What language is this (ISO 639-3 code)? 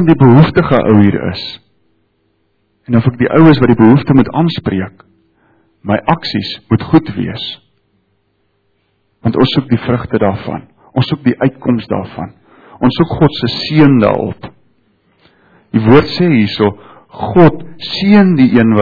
afr